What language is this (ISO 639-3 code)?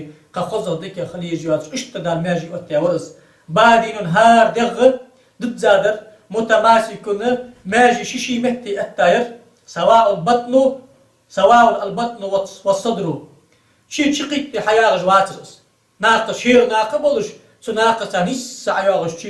inh